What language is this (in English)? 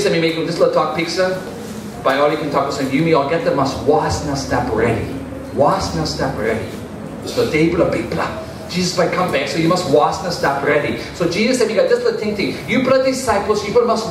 Tok Pisin